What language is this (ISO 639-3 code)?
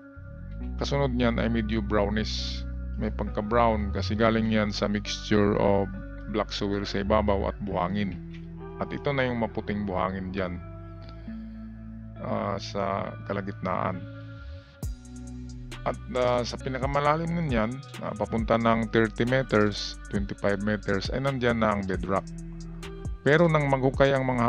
fil